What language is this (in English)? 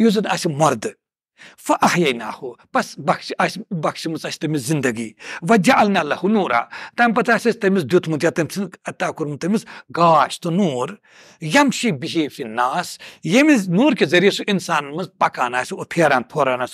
Kashmiri